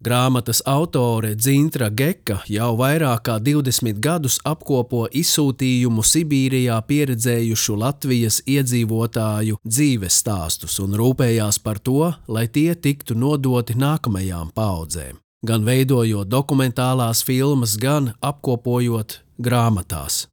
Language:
Latvian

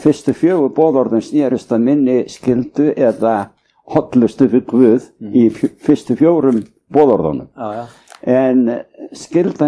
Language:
Icelandic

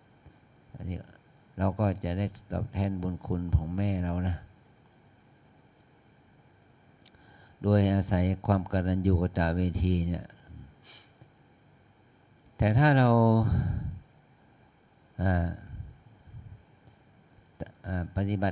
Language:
Thai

